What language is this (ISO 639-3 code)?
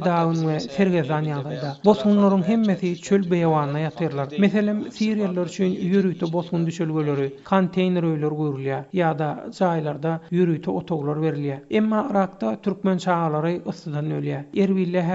tuk